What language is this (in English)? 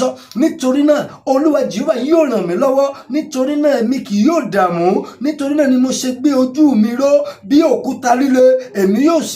Yoruba